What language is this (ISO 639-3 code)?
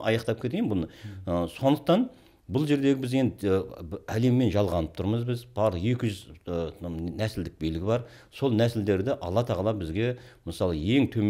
kaz